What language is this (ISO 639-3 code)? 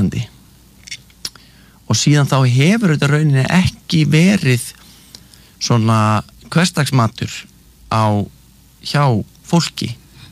isl